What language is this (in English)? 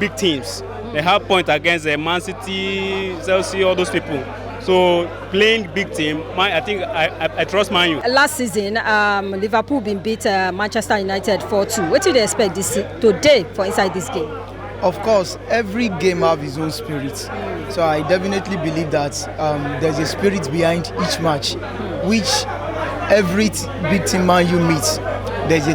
Nigerian Pidgin